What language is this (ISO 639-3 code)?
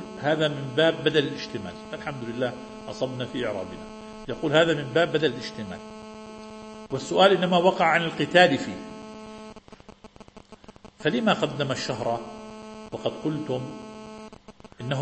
ara